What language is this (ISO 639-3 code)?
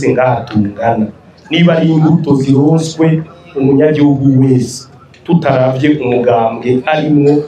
run